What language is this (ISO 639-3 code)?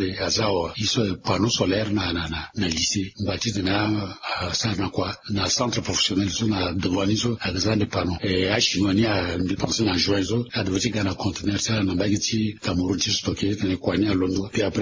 sag